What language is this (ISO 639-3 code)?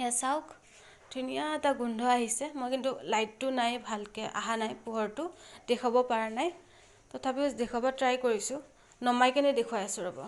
asm